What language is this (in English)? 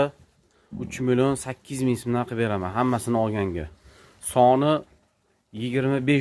Uzbek